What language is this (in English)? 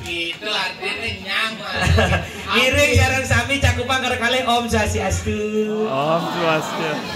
Balinese